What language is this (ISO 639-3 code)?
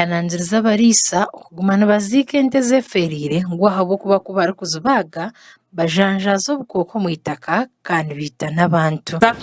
nyn